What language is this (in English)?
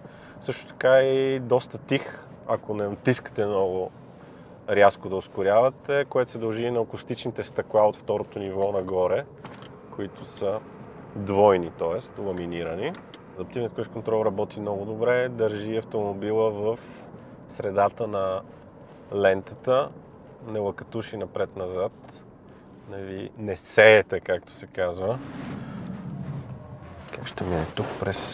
Bulgarian